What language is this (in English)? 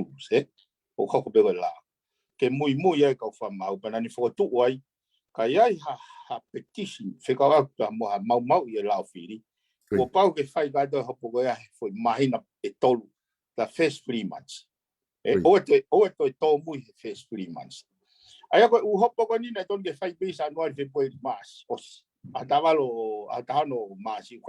Tongan